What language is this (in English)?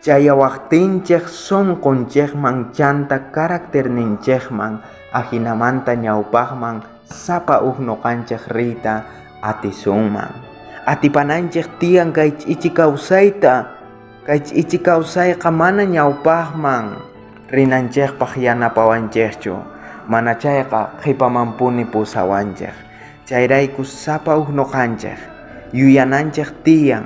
South Bolivian Quechua